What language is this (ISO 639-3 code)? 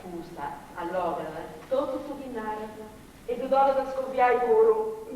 srd